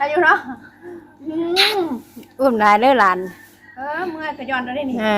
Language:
Northeastern Thai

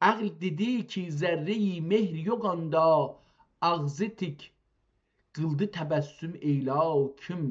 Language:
South Azerbaijani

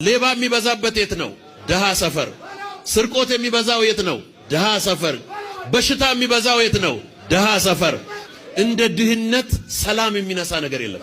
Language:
Amharic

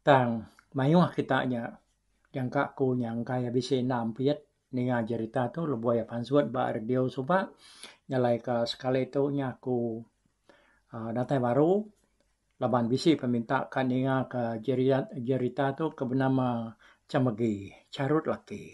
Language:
Iban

